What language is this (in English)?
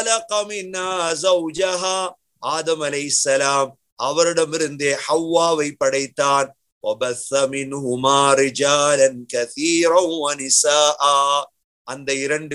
Tamil